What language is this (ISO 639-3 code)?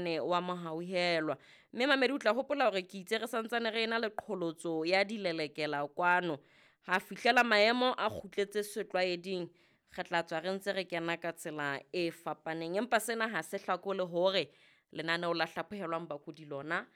sot